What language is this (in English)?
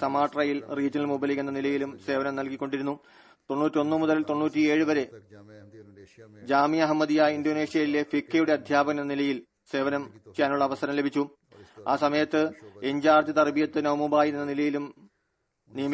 Malayalam